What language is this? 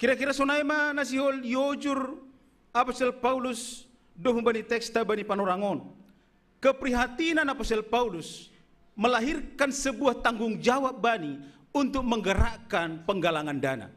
Batak Simalungun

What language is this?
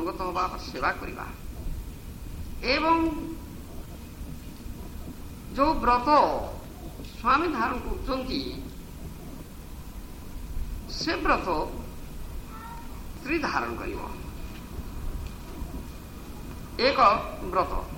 Odia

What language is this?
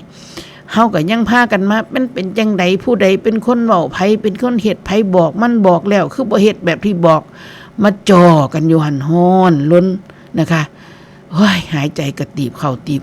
Northeastern Thai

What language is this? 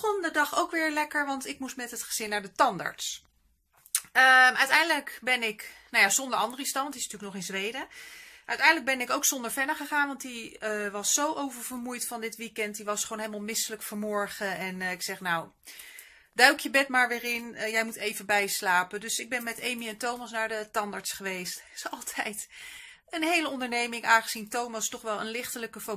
Dutch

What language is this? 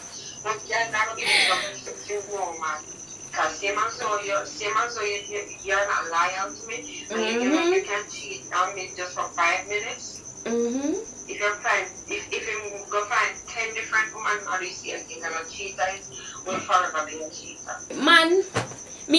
Jamaican Creole English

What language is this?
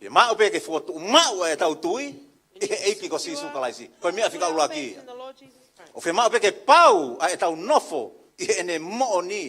Tongan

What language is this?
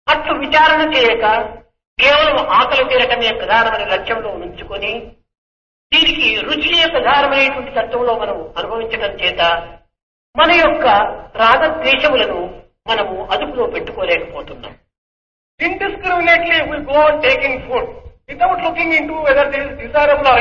Telugu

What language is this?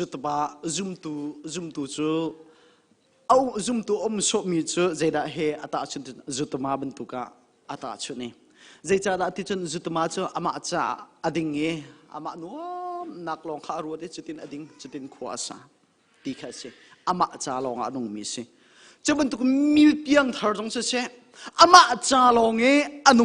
Hakha Chin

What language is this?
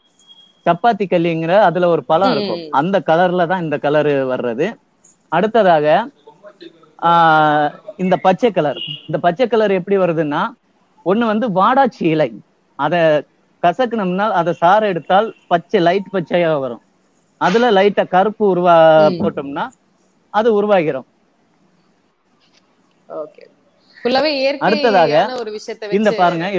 Tamil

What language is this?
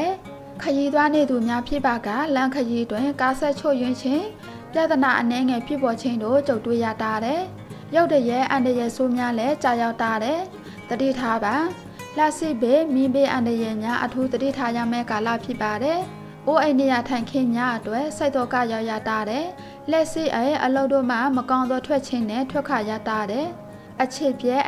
Burmese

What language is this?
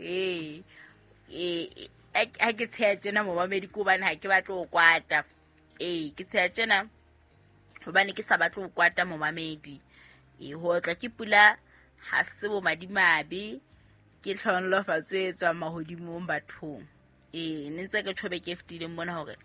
Southern Sotho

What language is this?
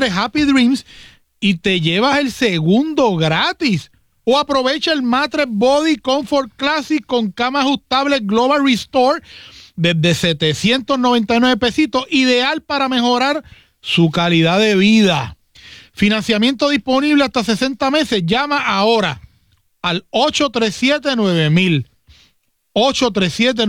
Spanish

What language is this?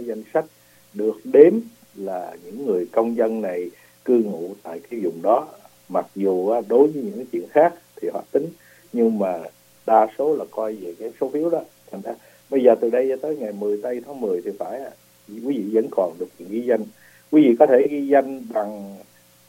Vietnamese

